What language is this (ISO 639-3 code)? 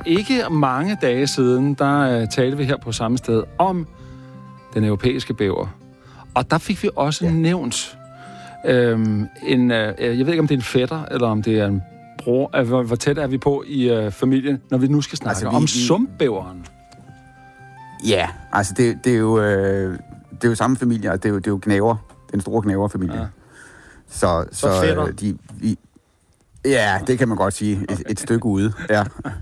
dan